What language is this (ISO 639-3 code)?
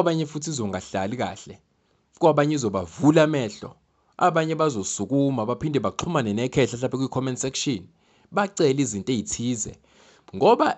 zul